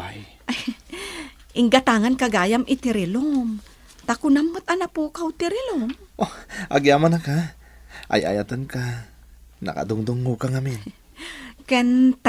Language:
Iloko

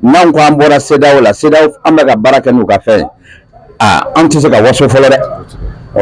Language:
Bambara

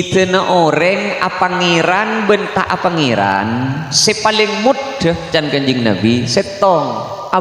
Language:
Madurese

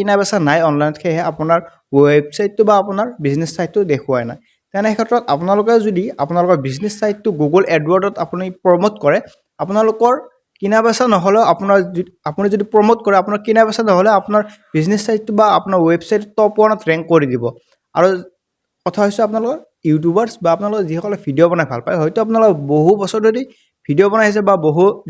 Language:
Assamese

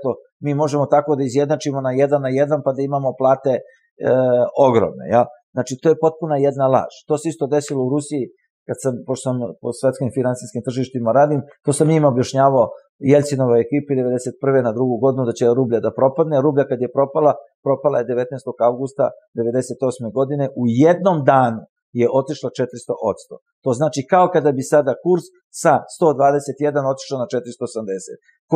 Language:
Serbian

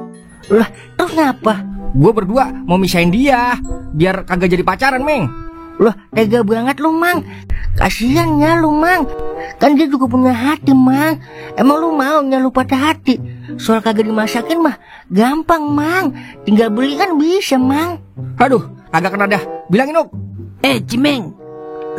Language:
Betawi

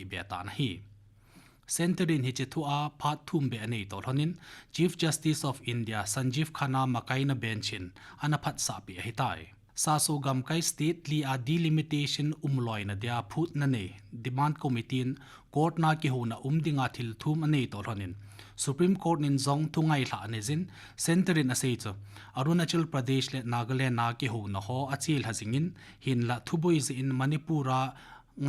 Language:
Thado Chin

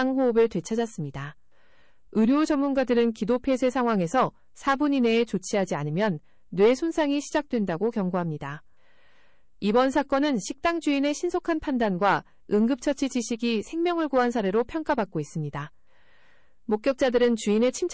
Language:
Korean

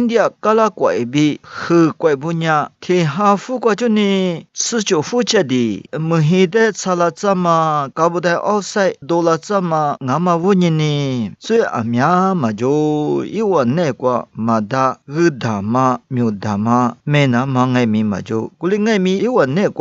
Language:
Lisu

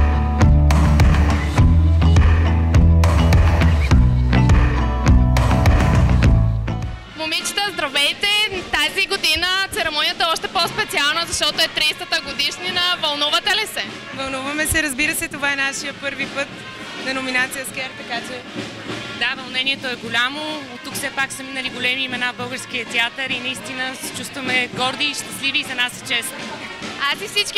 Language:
Bulgarian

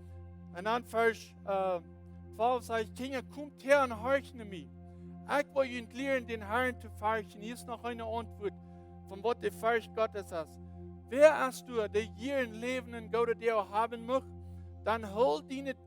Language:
Plautdietsch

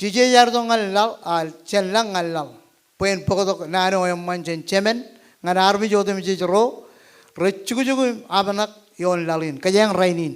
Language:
Marshallese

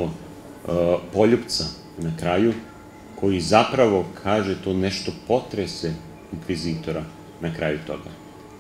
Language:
Serbian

